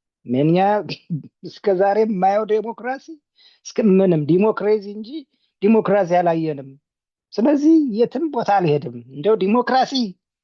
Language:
Amharic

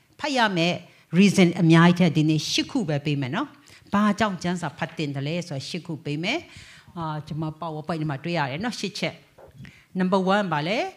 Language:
Burmese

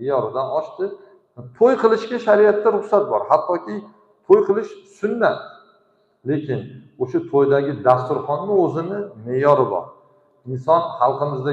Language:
Uzbek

